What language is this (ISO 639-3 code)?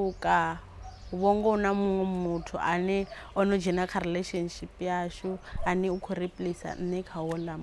ven